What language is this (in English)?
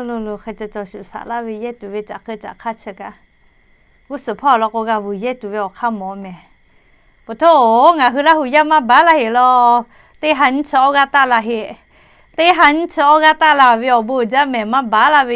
Lahu